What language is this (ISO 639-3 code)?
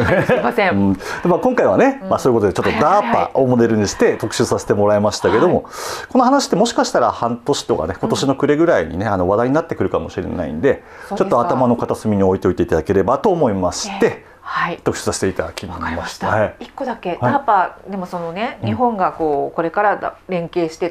jpn